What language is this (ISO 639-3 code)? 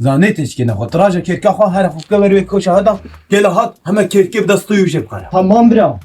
kur